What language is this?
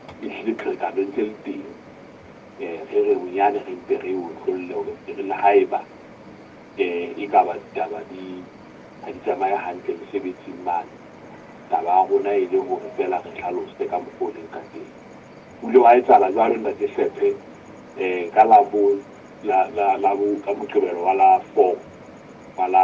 Southern Sotho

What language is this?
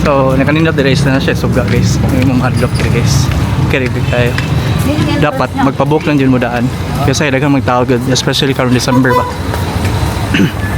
Cebuano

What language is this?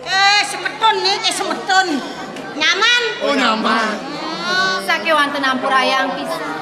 Balinese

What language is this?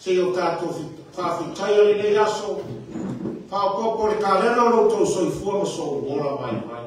Samoan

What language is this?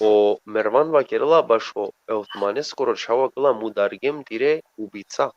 Balkan Romani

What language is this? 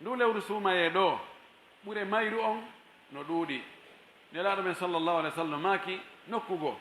Pular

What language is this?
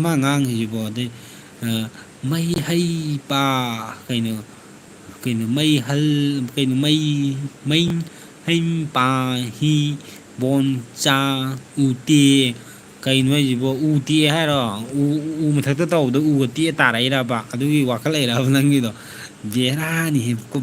Manipuri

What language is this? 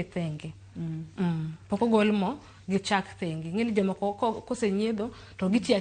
Luo (Kenya and Tanzania)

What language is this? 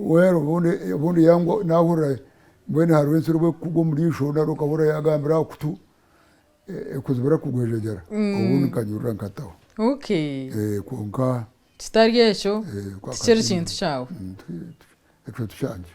Nyankole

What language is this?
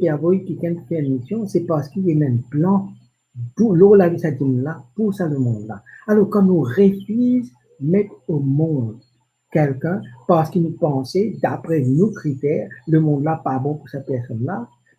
Morisyen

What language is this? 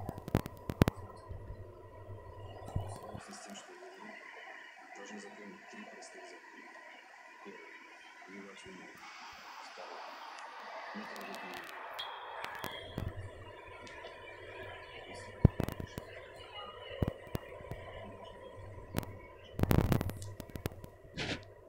Russian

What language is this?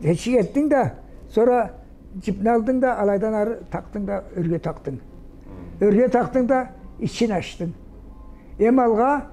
Karachay-Balkar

